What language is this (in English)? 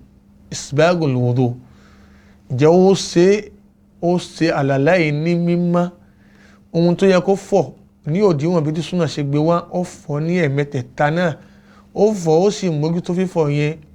Yoruba